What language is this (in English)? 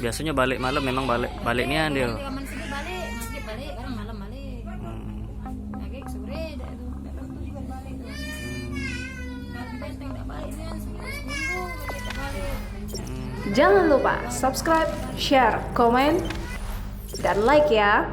Musi